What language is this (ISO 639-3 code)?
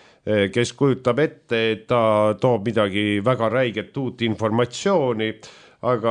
est